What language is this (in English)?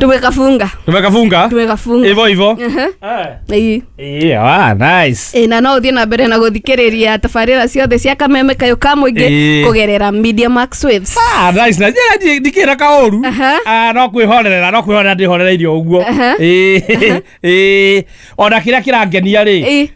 Kikuyu